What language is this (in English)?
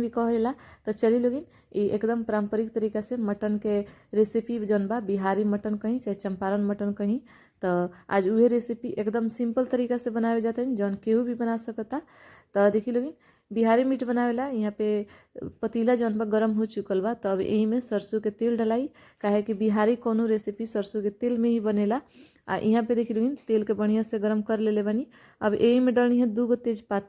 Bhojpuri